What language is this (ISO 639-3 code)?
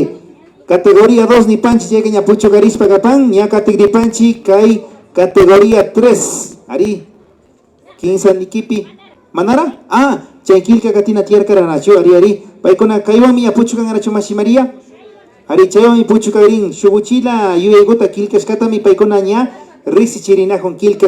qvi